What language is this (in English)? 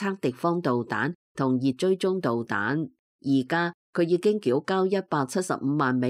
Cantonese